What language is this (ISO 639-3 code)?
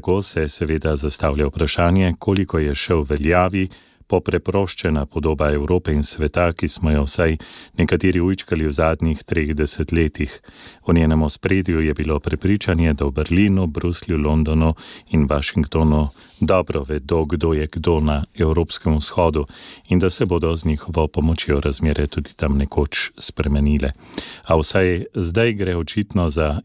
slv